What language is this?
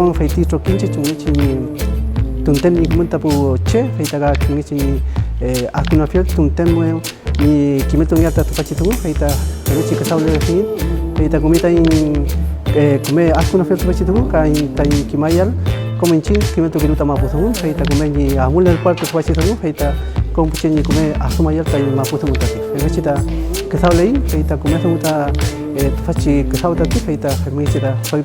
Mapuche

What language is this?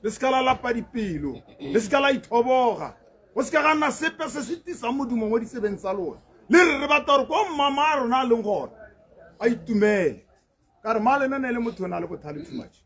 Tswana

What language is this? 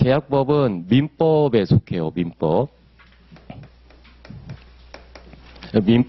Korean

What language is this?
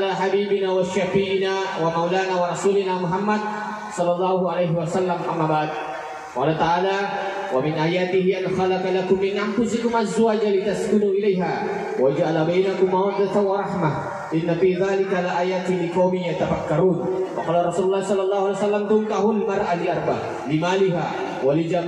Buginese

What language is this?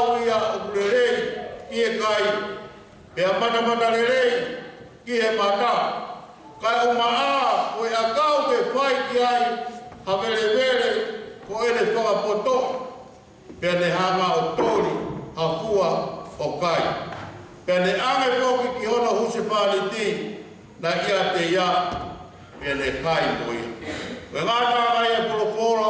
Tongan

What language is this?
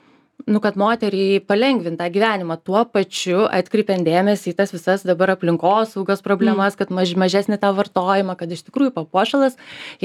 Lithuanian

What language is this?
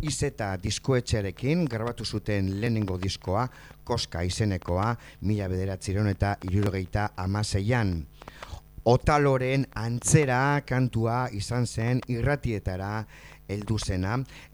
Basque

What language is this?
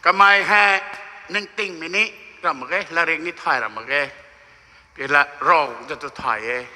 Rongmei Naga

